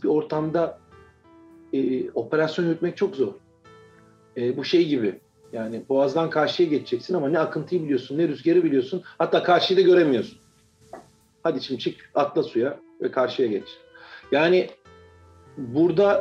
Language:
Turkish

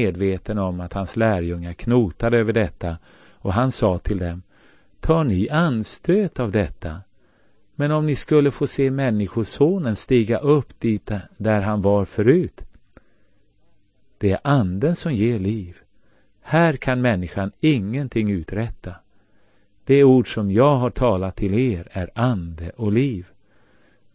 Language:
Swedish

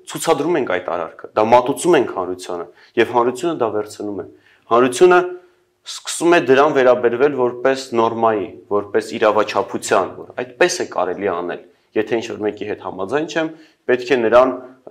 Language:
Armenian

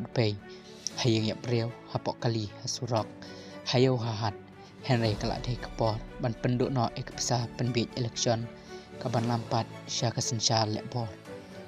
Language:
Khasi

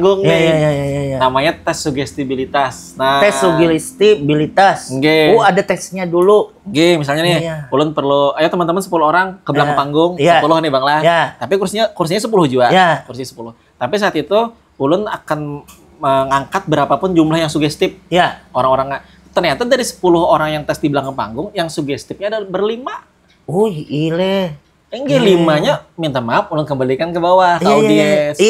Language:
Banjar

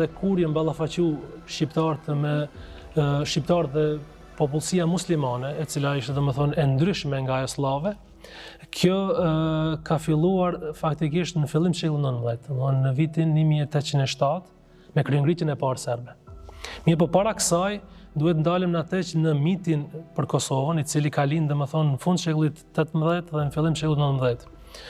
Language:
Albanian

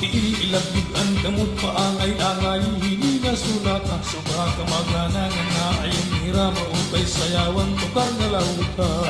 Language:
Waray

